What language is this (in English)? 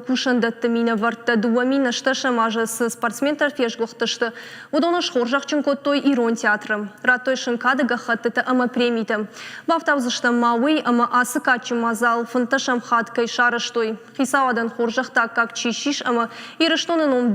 Ossetic